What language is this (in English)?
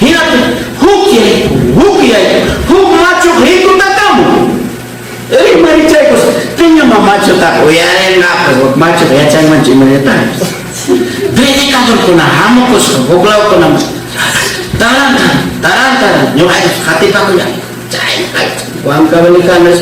Ayacucho Quechua